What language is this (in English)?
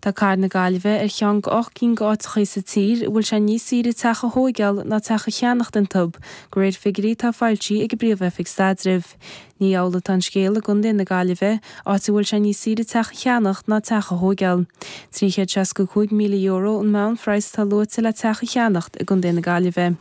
Irish